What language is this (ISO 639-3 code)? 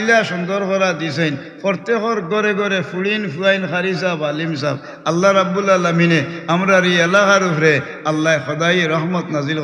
syl